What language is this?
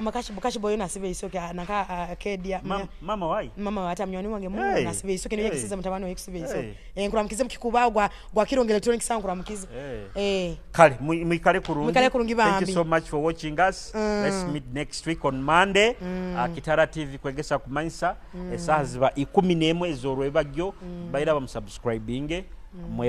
Nyoro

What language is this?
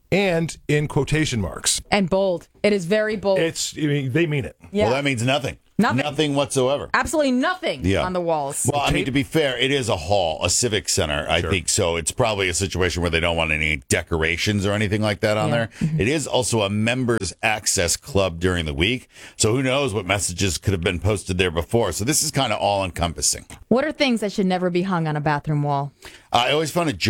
English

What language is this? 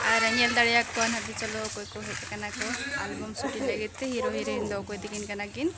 Santali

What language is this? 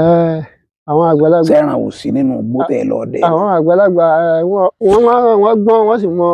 Yoruba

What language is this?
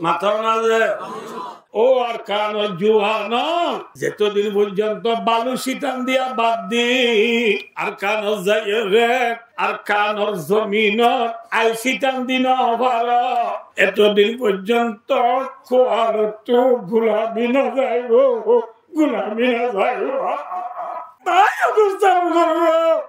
Rohingya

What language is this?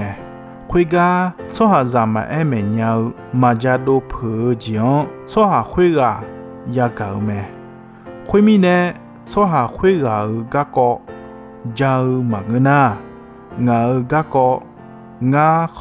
Akha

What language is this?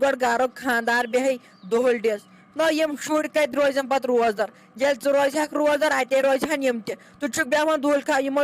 Kashmiri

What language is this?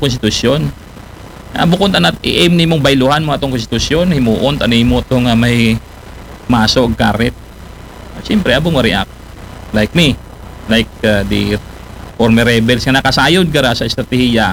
Aklanon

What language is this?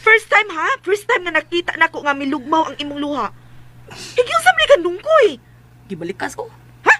Cebuano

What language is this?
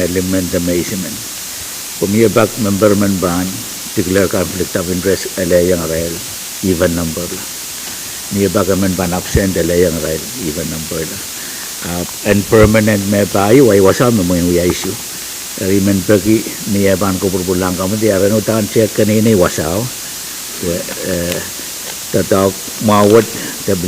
Pohnpeian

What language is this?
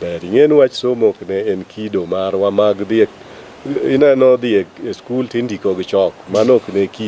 Luo (Kenya and Tanzania)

